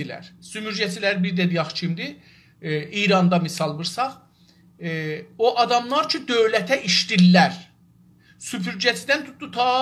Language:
South Azerbaijani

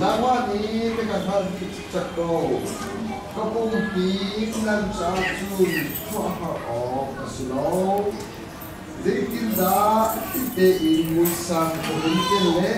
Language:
Hakha Chin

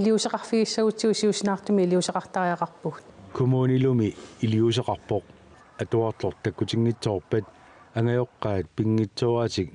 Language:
Kalaallisut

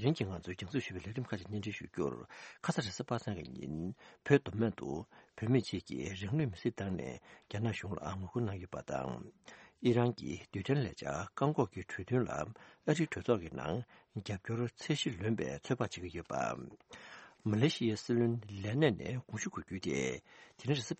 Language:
Tibetan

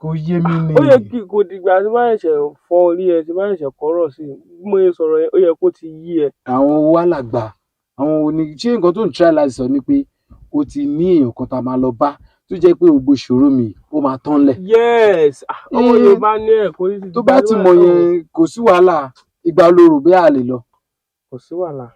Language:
Yoruba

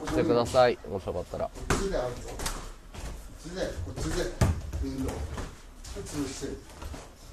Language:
Japanese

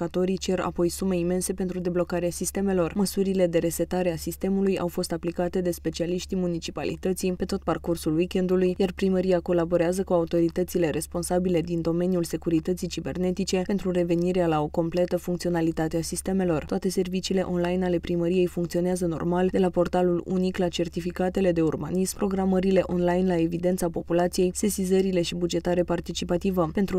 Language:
Romanian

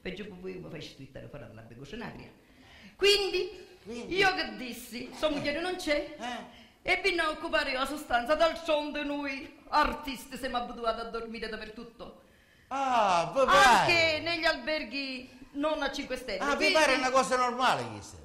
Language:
Sicilian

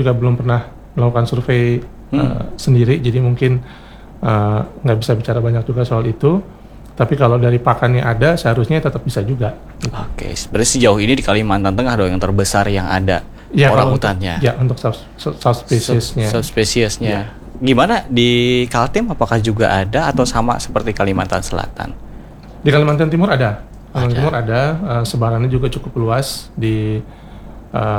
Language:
Indonesian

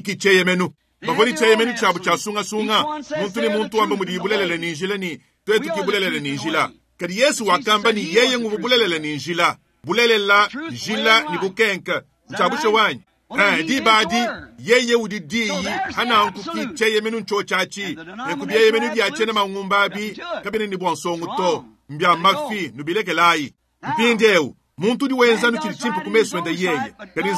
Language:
Luba-Lulua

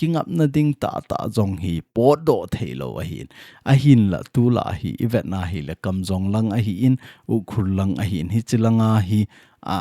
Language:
Thado Chin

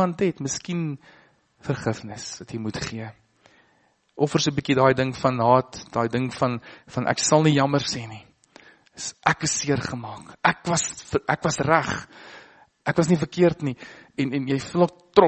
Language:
Afrikaans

